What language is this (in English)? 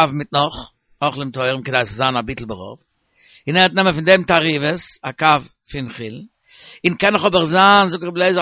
Yiddish